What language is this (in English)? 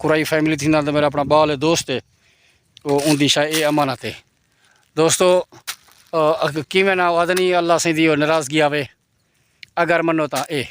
Saraiki